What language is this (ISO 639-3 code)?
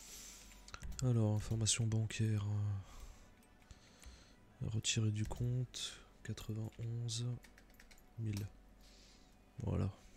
fra